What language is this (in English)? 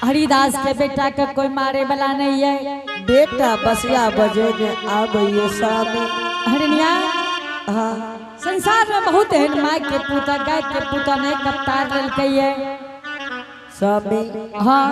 Angika